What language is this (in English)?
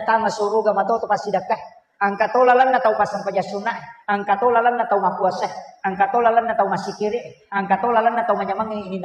Buginese